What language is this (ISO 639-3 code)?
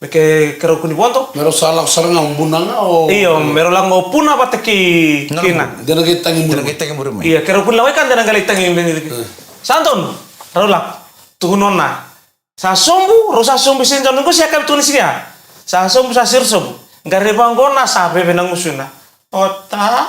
fij